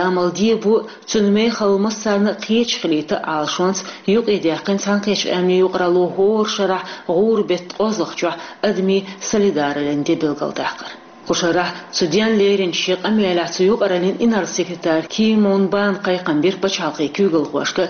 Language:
Chechen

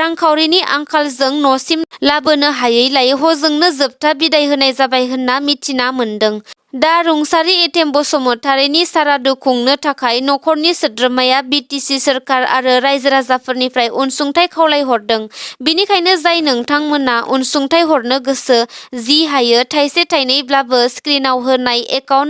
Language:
Bodo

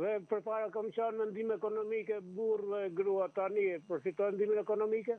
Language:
Albanian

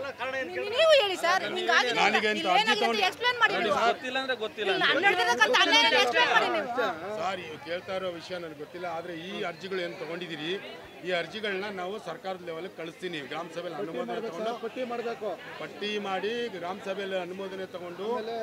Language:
Kannada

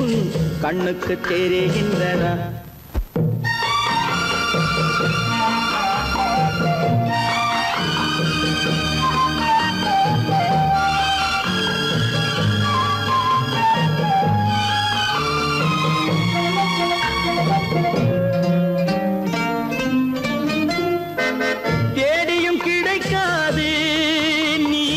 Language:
Tamil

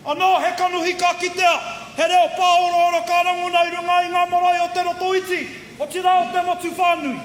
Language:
Māori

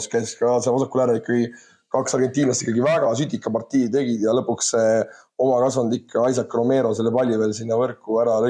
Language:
Estonian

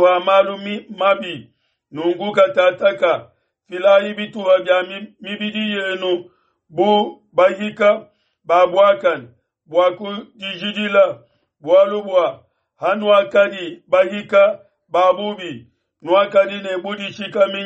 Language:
Luba-Lulua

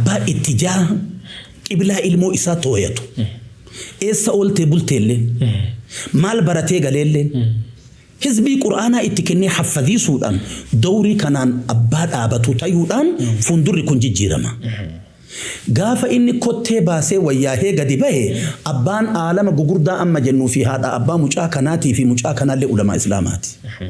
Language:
Oromo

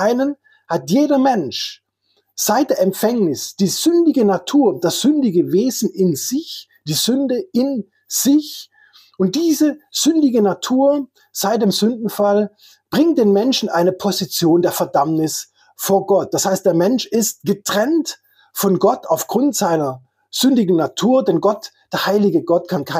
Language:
German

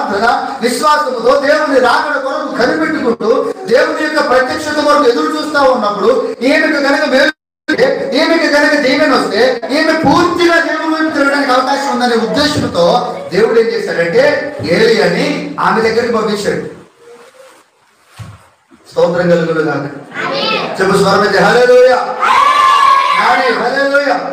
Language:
Telugu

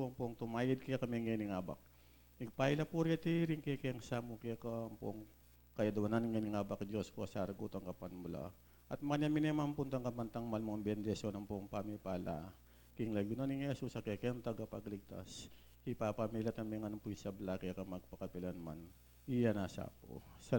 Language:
Pampanga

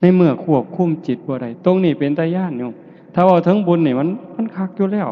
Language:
Northeastern Thai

